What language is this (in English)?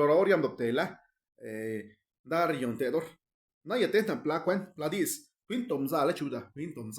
Zapotec